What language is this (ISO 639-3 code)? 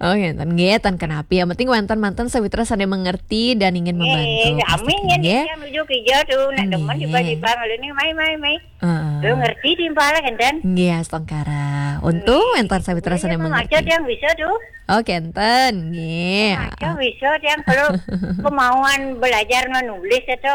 ban